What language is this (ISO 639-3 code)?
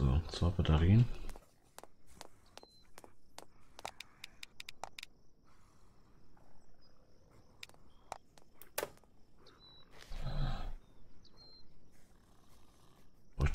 deu